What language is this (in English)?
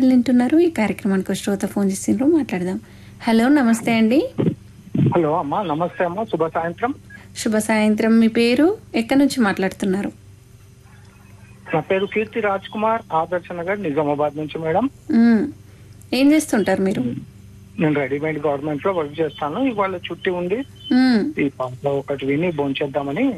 Telugu